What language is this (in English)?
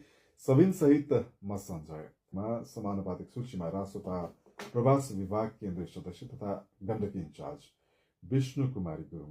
Nepali